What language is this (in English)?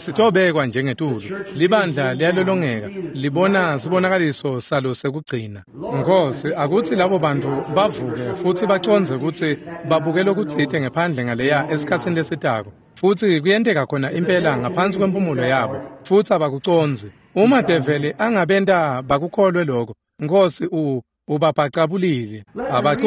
Swati